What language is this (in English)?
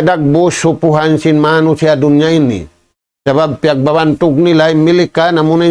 Tausug